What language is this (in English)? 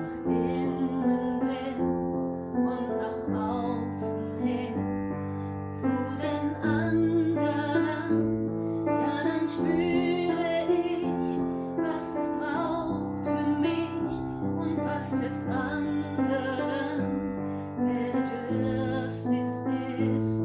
Swiss German